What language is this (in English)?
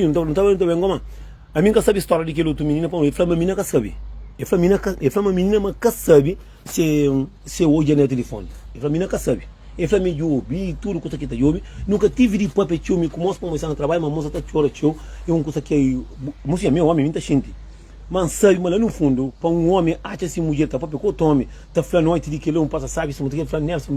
Kabuverdianu